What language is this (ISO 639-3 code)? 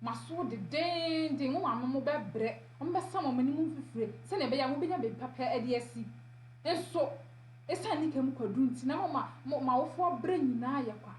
aka